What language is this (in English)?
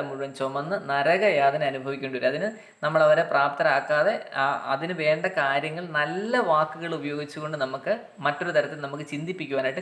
Malayalam